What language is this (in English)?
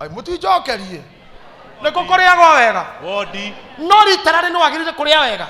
Kikuyu